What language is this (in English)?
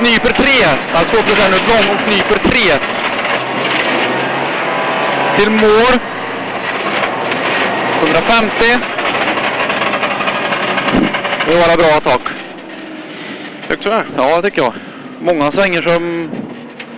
Swedish